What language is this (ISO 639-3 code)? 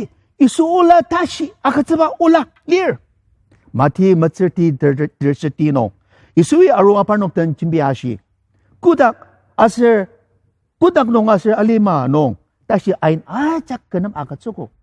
njo